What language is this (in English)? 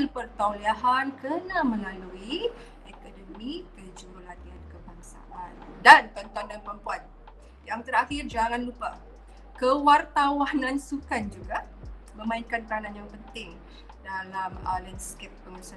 Malay